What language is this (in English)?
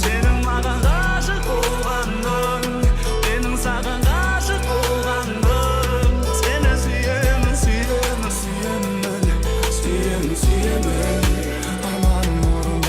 Kara-Kalpak